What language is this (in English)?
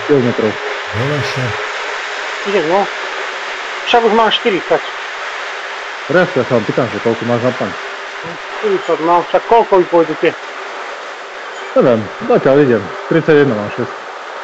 Slovak